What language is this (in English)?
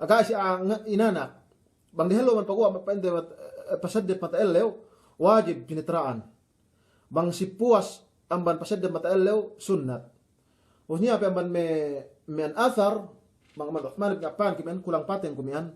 Yakan